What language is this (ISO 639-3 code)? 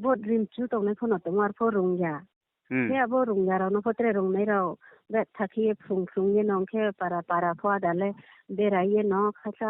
ria